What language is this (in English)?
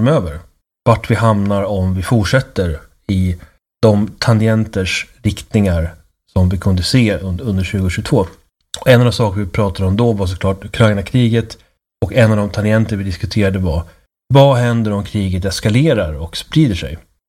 Swedish